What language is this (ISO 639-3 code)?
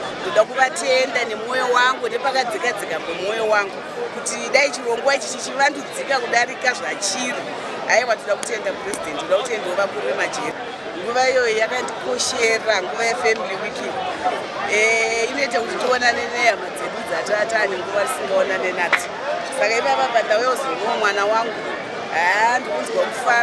sna